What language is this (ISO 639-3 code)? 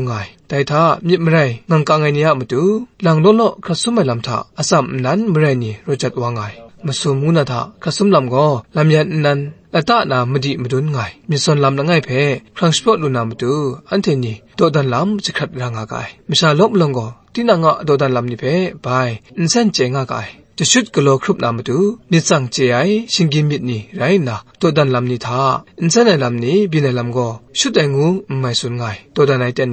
kac